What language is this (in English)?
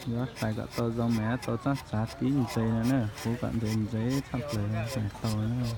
Hmong